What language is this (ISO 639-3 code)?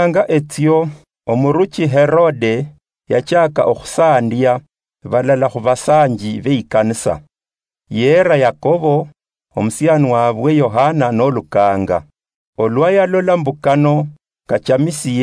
luy